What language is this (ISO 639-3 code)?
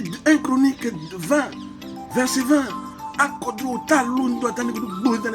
sag